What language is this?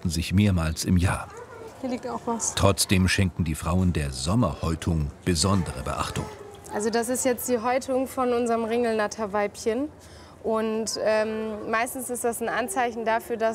German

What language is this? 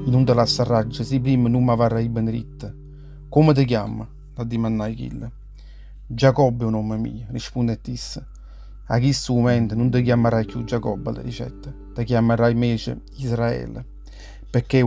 Neapolitan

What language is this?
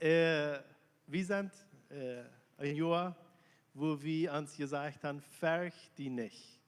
Plautdietsch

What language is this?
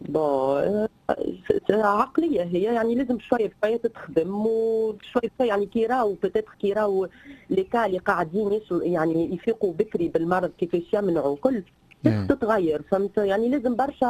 Tunisian Arabic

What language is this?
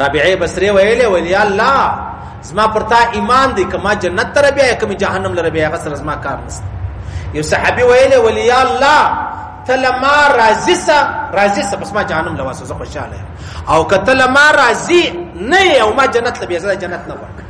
Pashto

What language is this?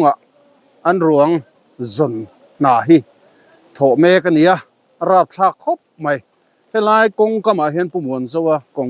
Mizo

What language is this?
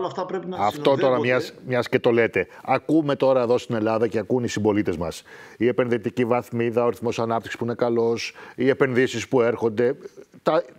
Greek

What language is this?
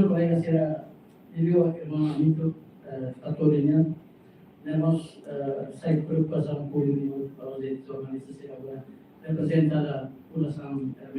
Tetum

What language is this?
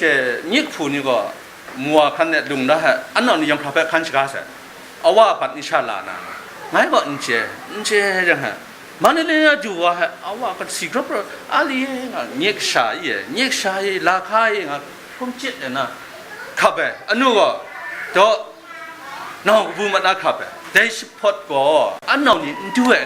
Kachin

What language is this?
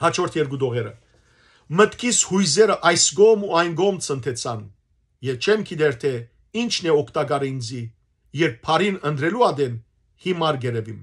Western Armenian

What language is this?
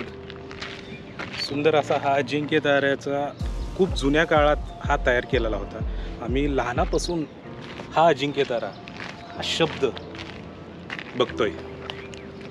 Marathi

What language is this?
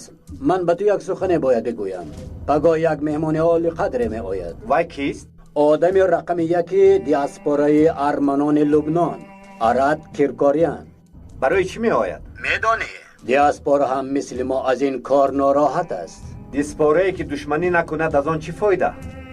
Tajik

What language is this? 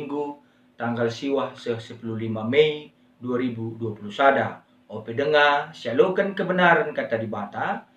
Batak Karo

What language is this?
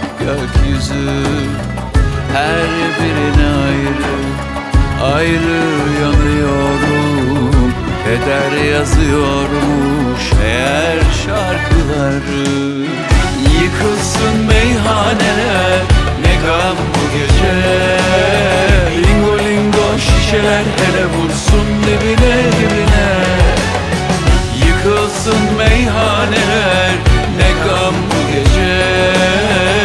Turkish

